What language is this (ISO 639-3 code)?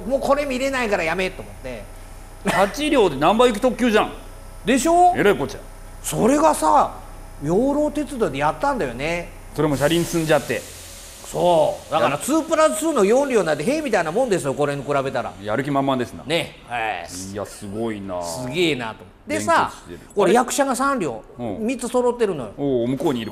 jpn